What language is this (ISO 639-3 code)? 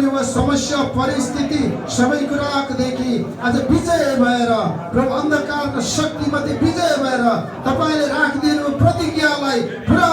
nep